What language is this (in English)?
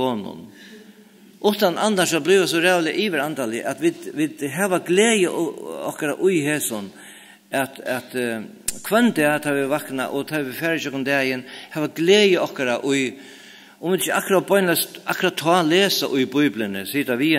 Faroese